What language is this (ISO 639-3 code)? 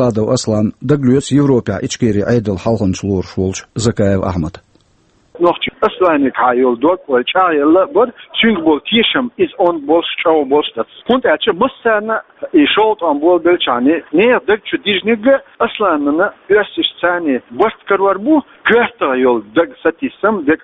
che